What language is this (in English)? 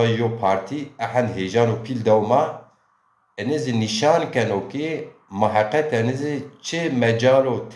Zaza